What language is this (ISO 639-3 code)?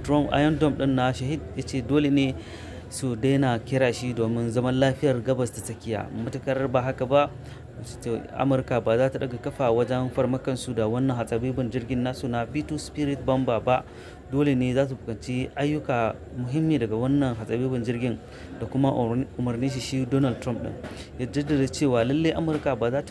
hau